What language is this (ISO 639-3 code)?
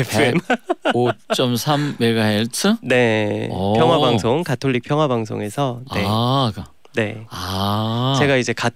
kor